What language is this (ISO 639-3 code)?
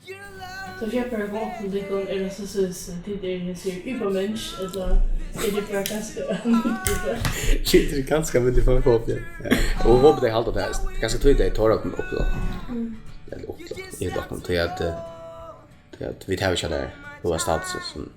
fao